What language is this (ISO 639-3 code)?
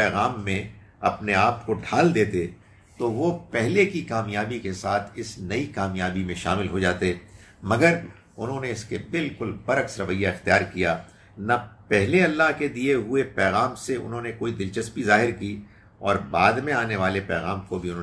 urd